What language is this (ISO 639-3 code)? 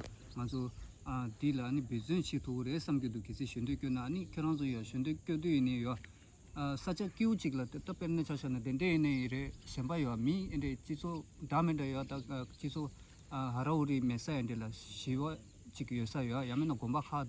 bod